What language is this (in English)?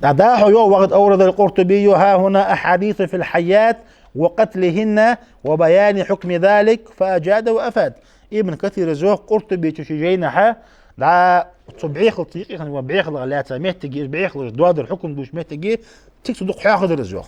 Ingush